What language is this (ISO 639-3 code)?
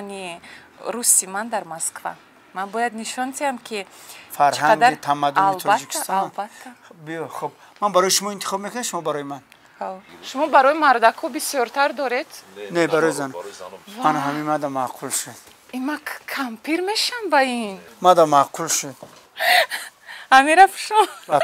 tgk